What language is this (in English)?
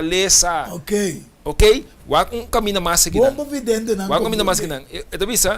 Papiamento